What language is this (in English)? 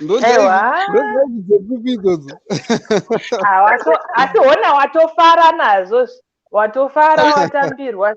Shona